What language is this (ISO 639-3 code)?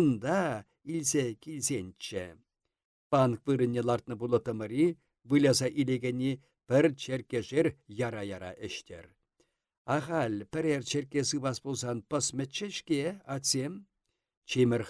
chv